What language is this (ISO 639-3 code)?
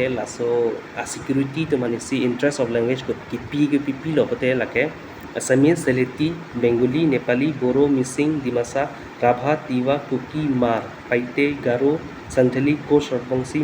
mjw